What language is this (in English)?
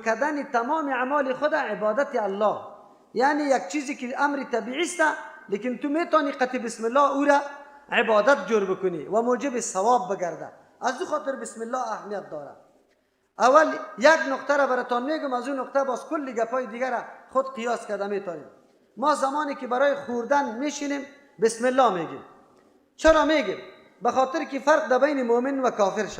Persian